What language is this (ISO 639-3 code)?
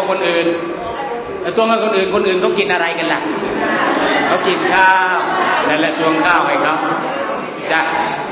tha